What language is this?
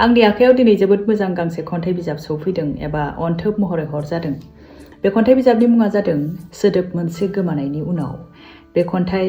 Bodo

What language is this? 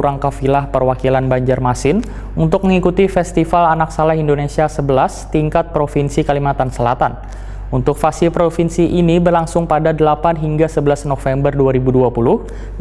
Banjar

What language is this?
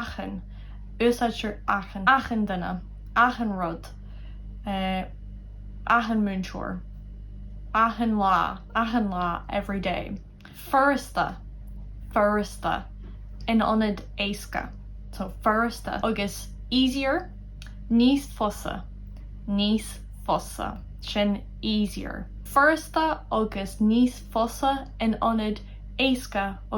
Irish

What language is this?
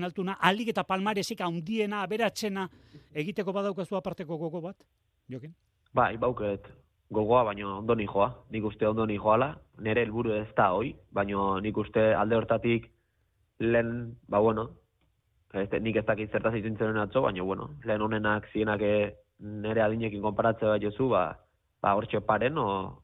Basque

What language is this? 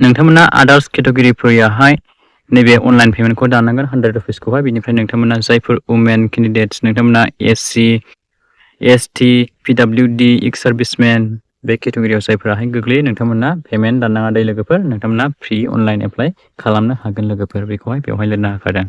Bodo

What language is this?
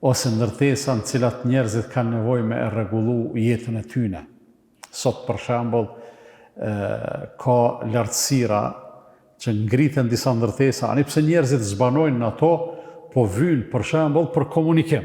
Albanian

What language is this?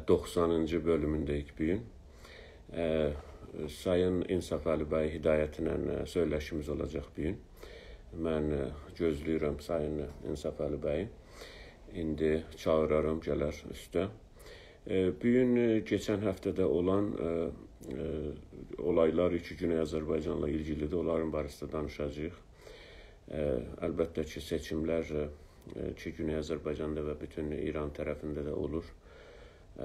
South Azerbaijani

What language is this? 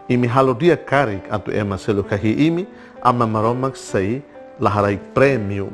Tetum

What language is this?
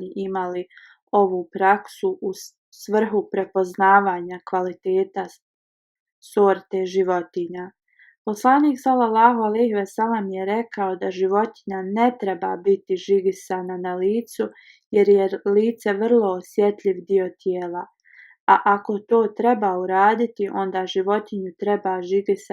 Bosnian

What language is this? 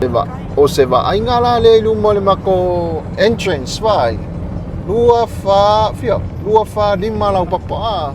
Samoan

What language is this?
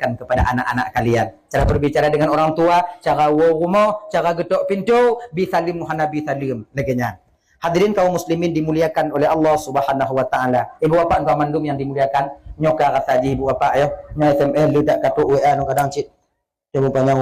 Achinese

